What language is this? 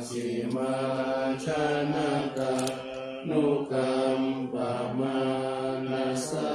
Pali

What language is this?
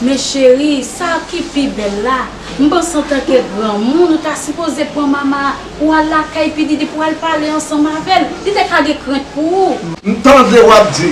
Haitian Creole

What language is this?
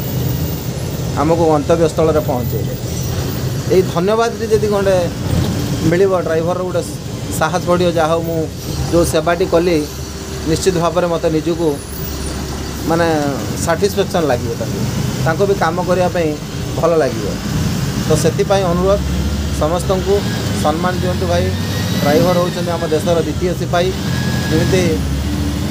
Odia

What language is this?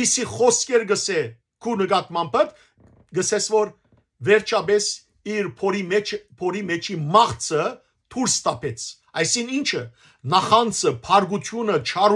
Western Armenian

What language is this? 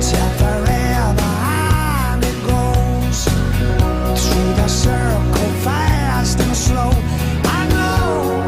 Bikol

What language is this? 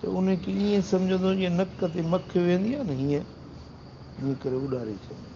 Sindhi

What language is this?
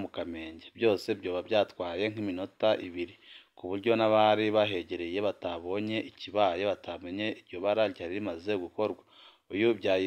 Rundi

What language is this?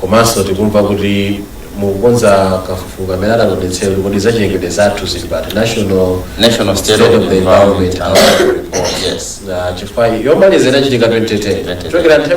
Nyanja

